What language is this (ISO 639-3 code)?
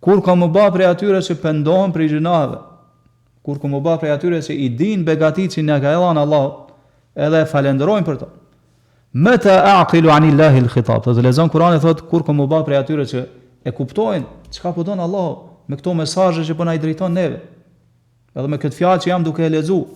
sqi